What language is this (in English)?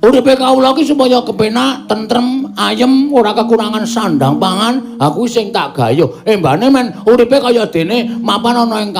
Javanese